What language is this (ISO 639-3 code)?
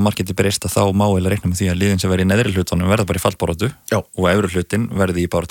isl